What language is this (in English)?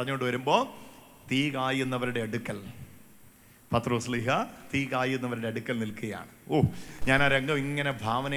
Malayalam